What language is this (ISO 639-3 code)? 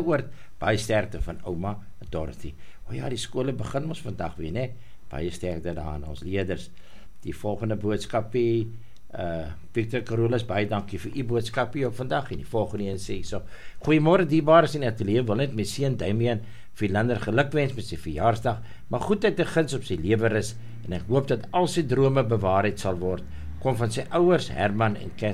afr